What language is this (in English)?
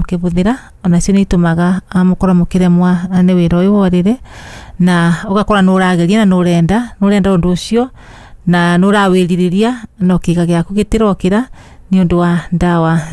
Kikuyu